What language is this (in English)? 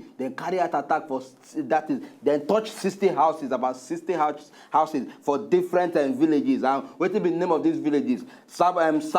Nigerian Pidgin